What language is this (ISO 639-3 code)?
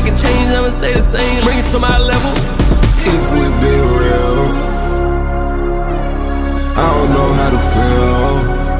eng